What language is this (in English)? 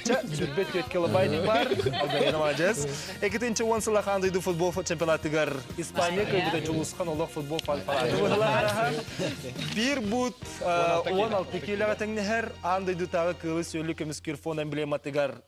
Yakut